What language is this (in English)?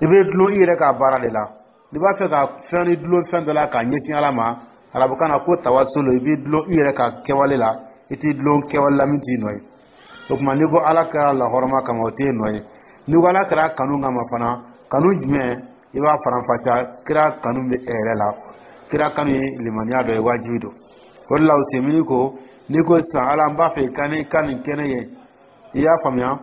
Dyula